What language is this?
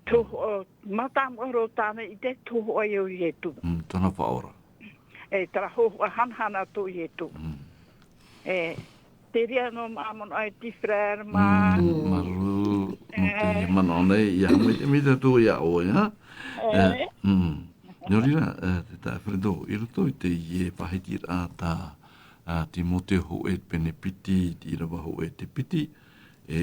Tahitian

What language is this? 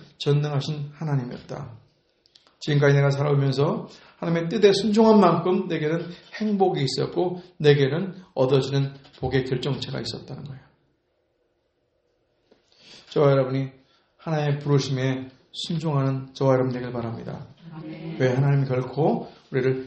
Korean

